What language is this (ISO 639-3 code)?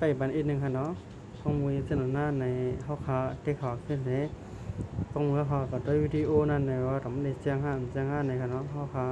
shn